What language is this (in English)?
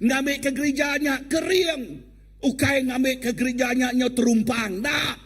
Iban